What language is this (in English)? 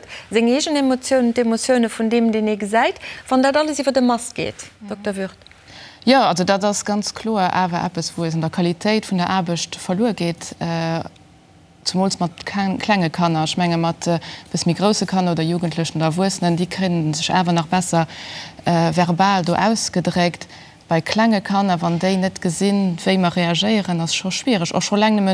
Luxembourgish